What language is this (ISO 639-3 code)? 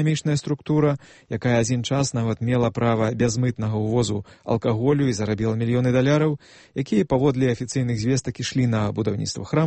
bel